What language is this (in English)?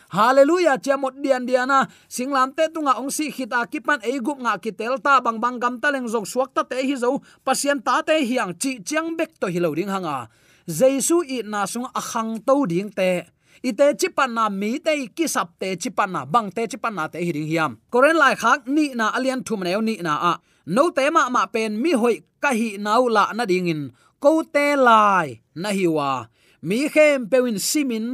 Tedim Chin